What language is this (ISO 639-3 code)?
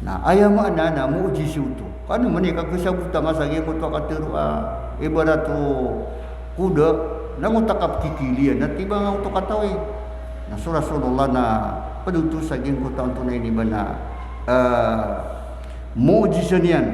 mrw